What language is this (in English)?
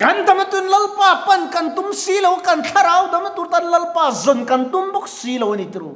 Mizo